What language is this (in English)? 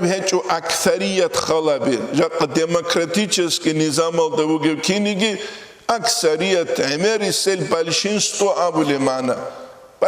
Avaric